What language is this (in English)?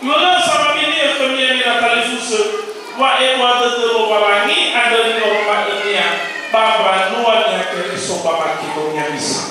Nias